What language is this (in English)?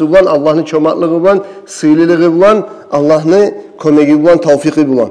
Kumyk